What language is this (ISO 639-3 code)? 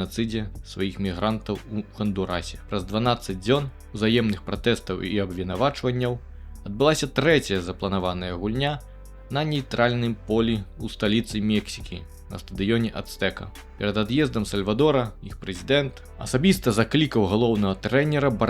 bel